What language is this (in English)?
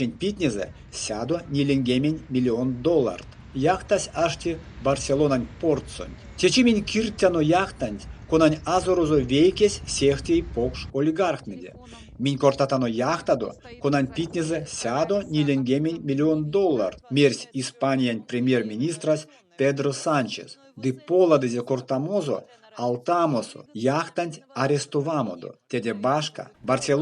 Erzya